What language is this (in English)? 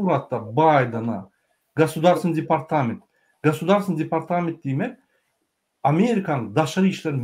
Turkmen